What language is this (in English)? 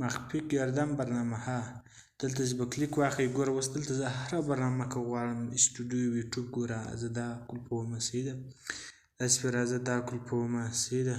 Pashto